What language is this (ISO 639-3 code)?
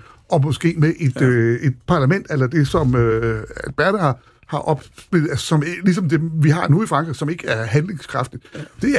dan